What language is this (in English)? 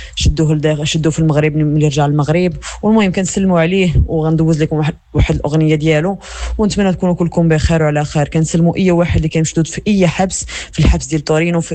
Moroccan Arabic